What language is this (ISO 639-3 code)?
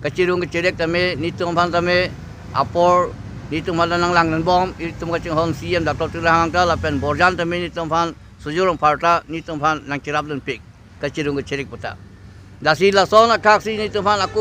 mjw